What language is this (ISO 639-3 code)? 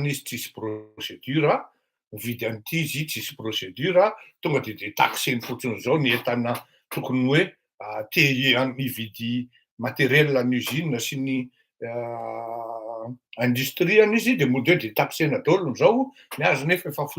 mlg